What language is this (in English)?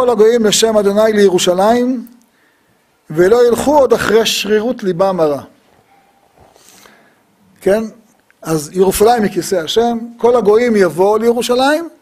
Hebrew